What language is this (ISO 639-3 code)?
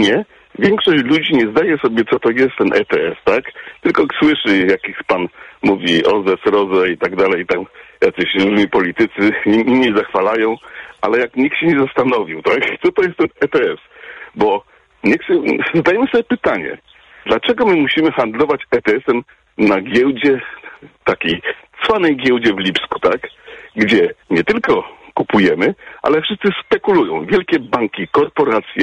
pol